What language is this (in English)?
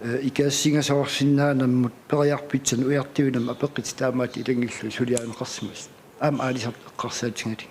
Kalaallisut